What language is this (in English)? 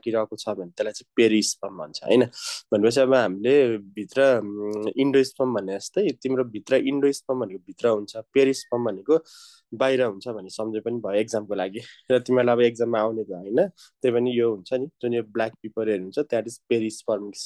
Nepali